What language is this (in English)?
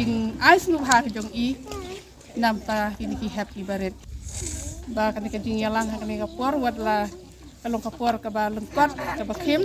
Khasi